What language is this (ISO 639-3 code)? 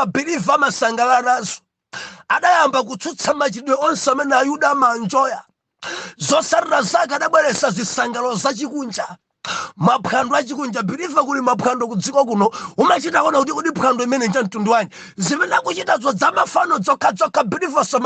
nya